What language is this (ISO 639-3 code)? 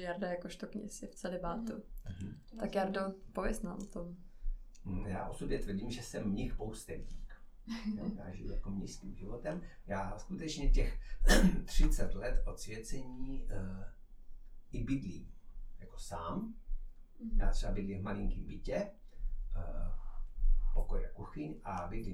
ces